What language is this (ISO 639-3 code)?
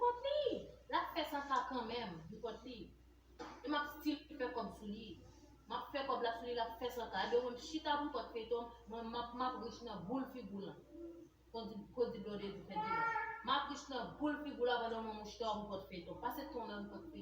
hat